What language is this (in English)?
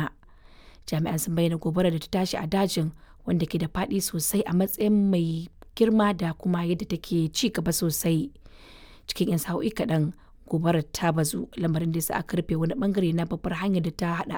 Hausa